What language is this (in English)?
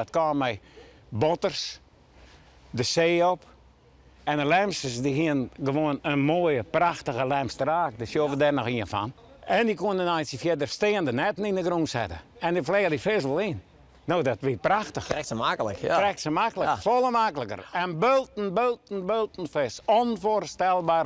Western Frisian